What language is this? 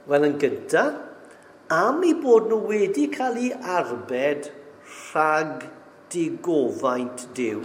Welsh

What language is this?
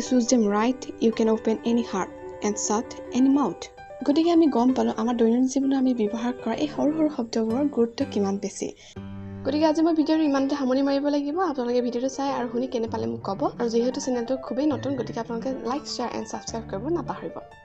Assamese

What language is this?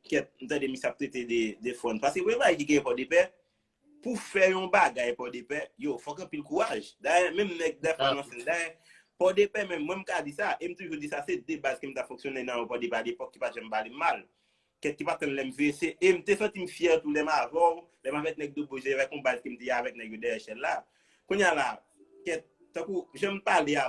Haitian Creole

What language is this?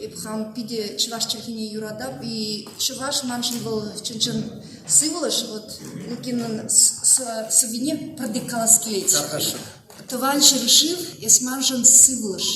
Chuvash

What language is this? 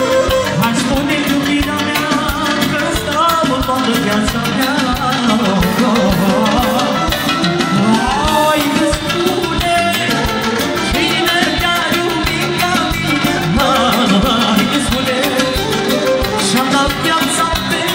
Romanian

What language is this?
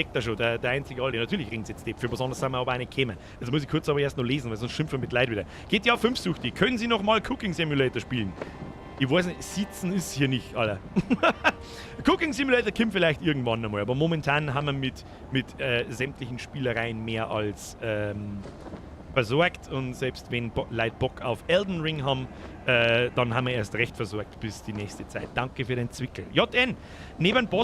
Bavarian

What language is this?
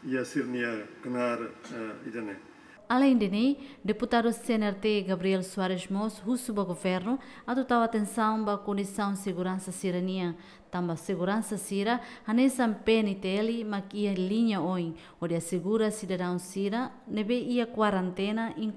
Tetum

